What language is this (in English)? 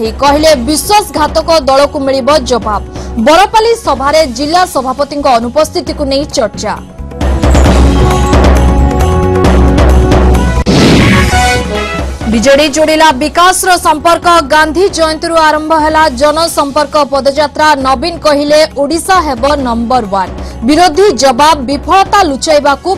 Odia